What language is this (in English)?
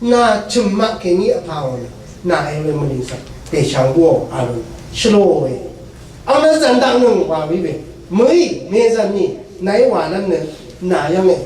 Rawang